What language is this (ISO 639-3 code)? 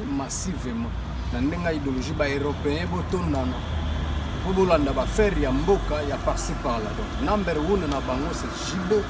lin